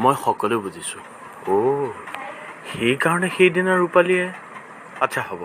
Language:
Assamese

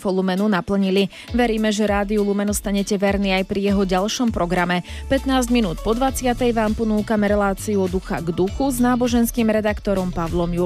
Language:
Slovak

